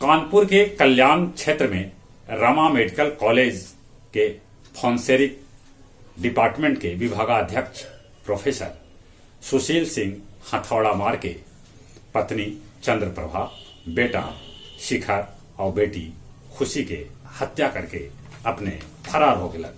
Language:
Magahi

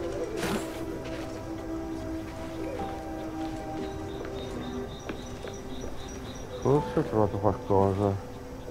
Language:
Italian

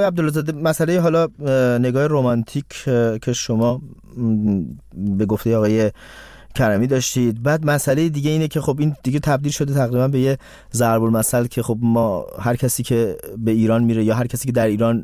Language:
Persian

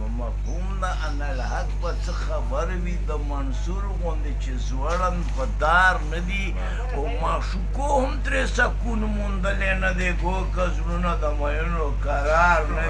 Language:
Pashto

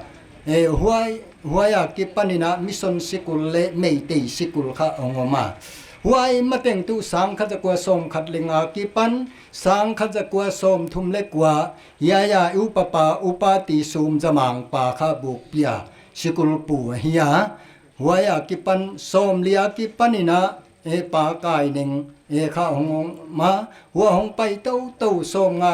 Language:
Paite Chin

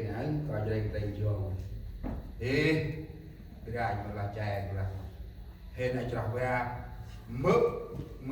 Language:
Central Mnong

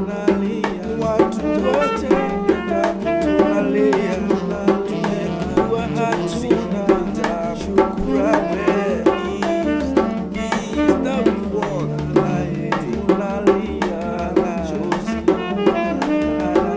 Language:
Swahili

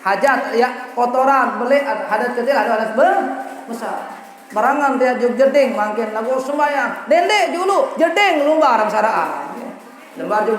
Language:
Sasak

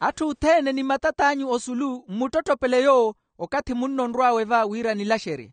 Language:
Makhuwa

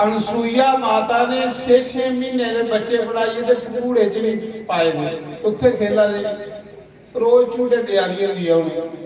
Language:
Dogri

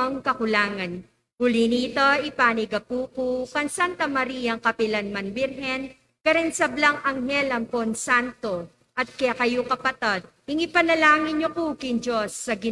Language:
Pampanga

